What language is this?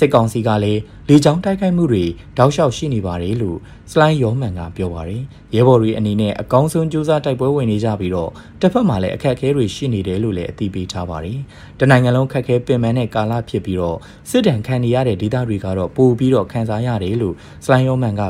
Burmese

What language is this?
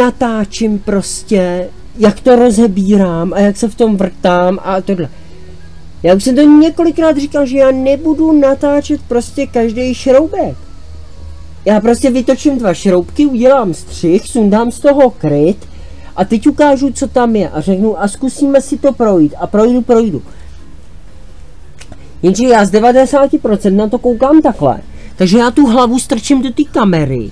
Czech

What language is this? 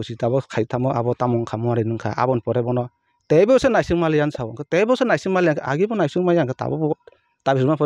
Kok Borok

